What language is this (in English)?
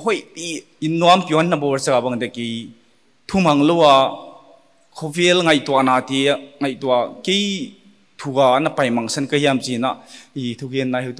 Paite Chin